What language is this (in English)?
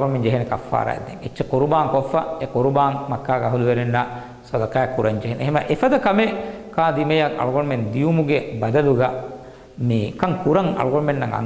Divehi